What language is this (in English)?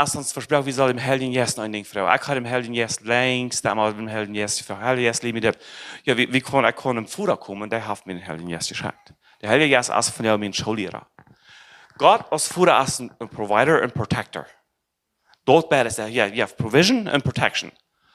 Plautdietsch